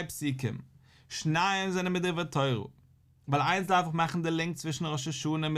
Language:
Yiddish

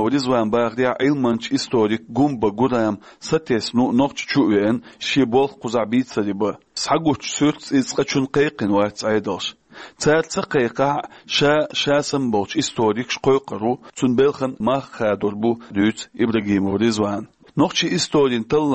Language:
Chechen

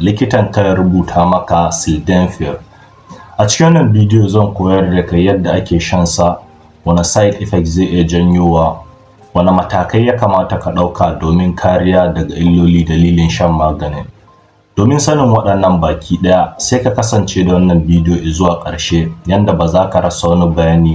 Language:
Hausa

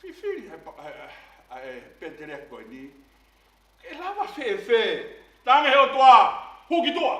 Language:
Tongan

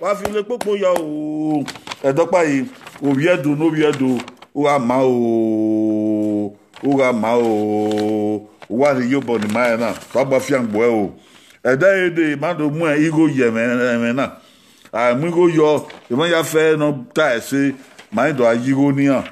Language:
Bini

